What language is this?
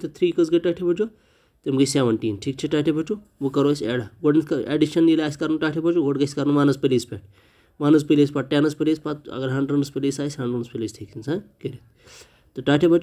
Kashmiri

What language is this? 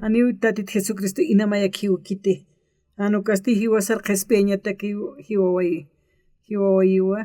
Aymara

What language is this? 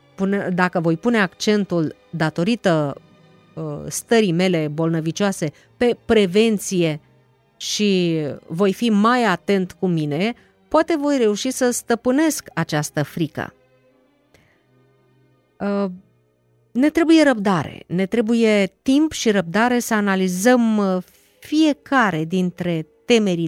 Romanian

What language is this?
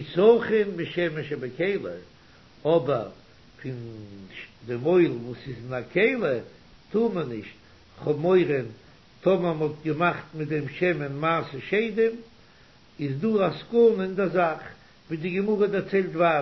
Yiddish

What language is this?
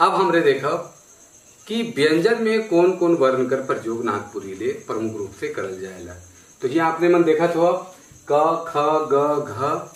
Sadri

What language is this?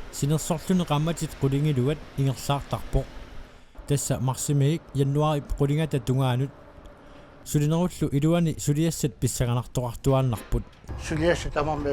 Kalaallisut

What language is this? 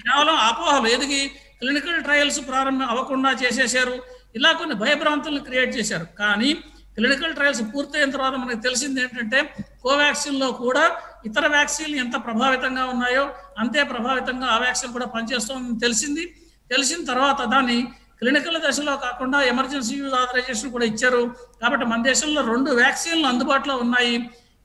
Telugu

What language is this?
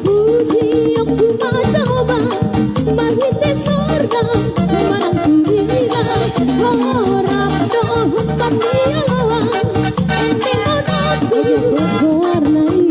Batak Toba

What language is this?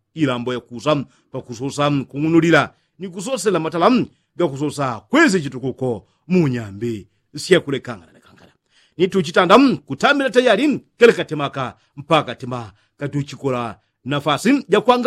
Yao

